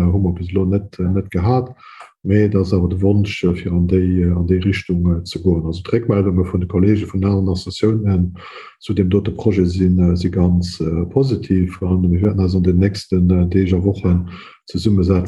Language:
Luxembourgish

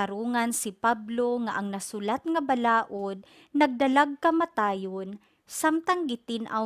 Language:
Cebuano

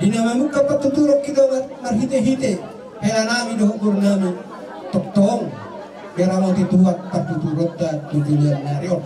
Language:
Batak Toba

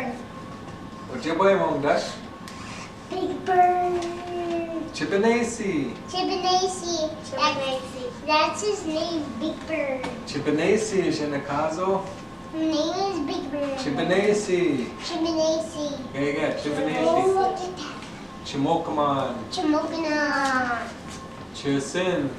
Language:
Chippewa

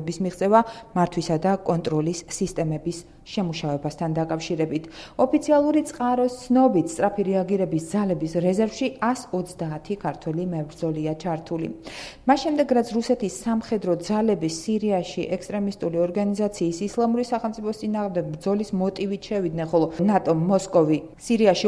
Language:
Georgian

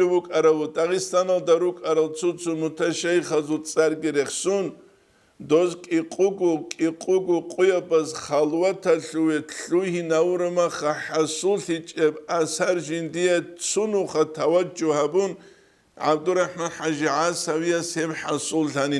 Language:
Avaric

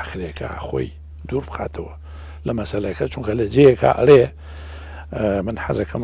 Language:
Central Kurdish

